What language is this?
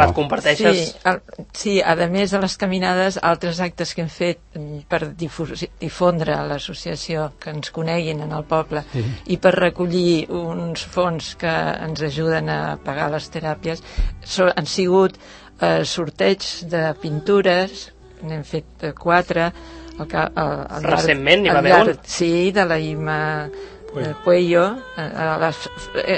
Catalan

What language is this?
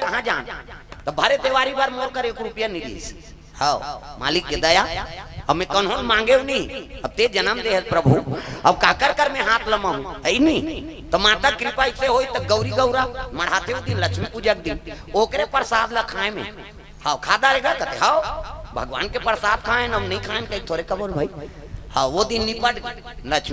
Chhattisgarhi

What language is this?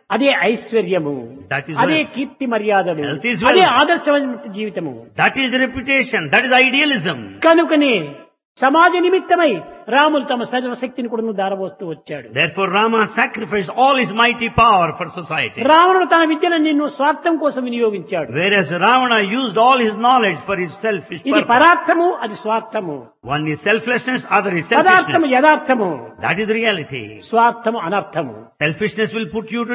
Telugu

